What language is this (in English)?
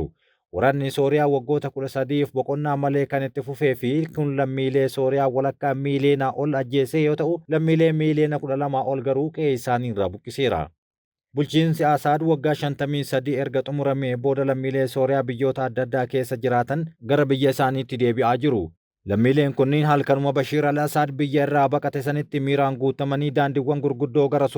Oromo